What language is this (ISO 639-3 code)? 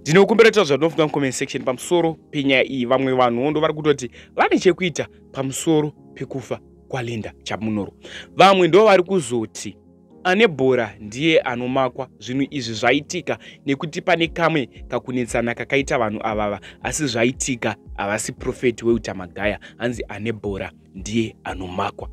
sna